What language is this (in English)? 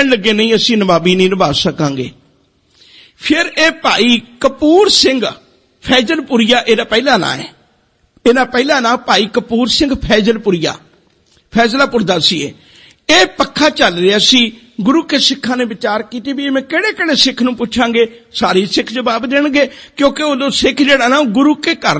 Punjabi